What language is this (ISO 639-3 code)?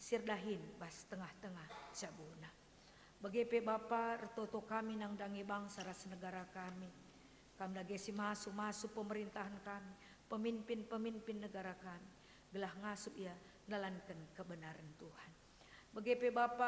btx